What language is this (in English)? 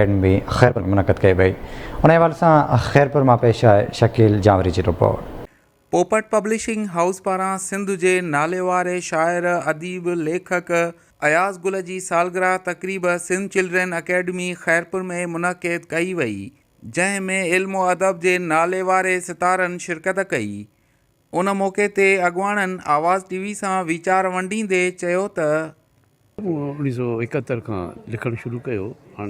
Sindhi